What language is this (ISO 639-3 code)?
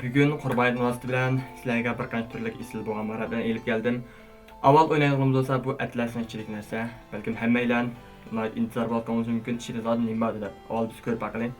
uig